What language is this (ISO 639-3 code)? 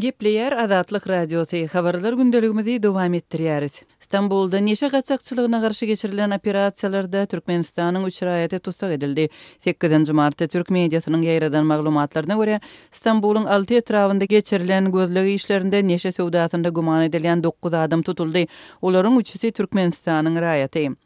tuk